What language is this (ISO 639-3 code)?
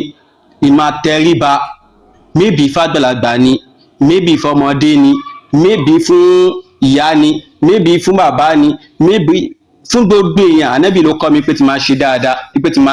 yor